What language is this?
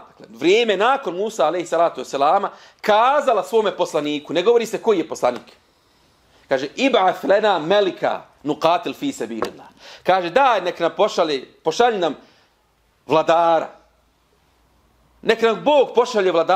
Bosnian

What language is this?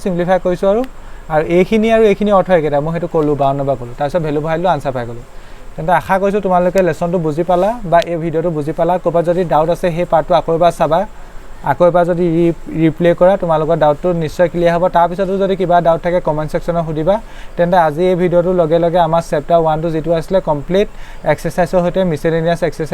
Assamese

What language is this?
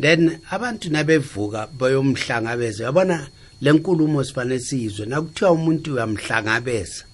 South Ndebele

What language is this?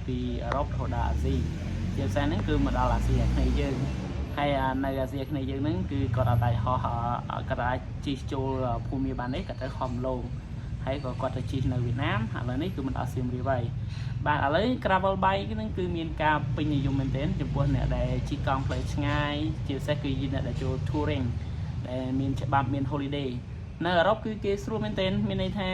Khmer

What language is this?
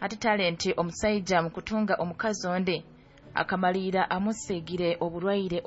Nyoro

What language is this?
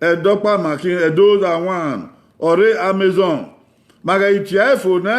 Bini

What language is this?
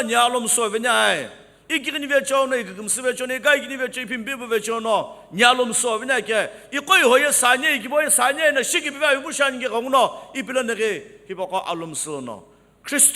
Sumi Naga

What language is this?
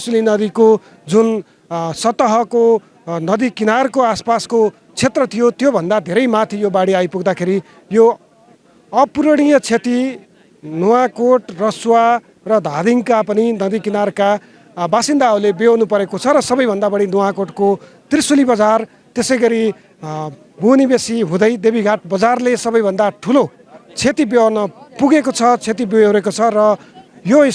Nepali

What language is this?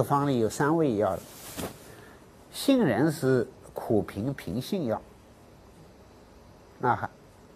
Chinese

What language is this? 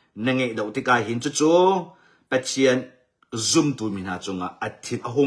Hakha Chin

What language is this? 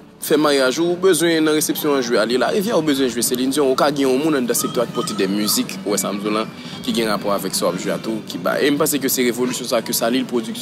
Haitian Creole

